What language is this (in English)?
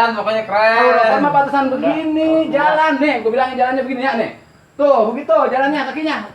Betawi